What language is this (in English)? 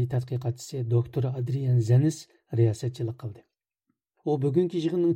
Uyghur